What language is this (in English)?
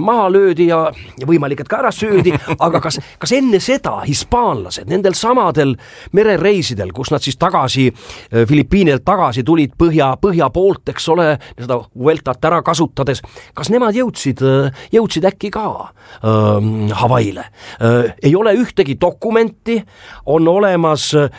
Estonian